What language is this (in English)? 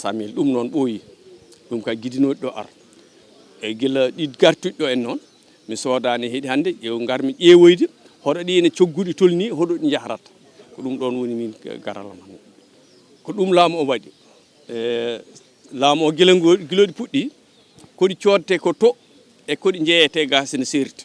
Fula